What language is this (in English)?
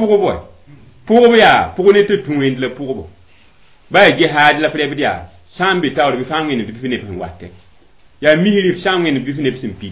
Mossi